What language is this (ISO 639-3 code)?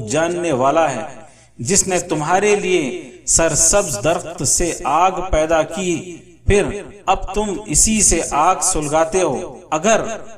urd